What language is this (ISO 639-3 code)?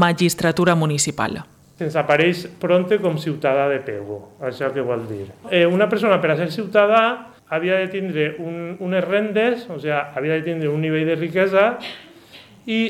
cat